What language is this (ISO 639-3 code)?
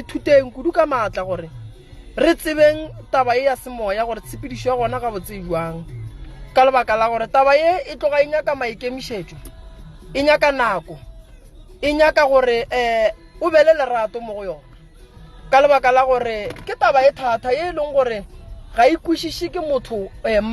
nso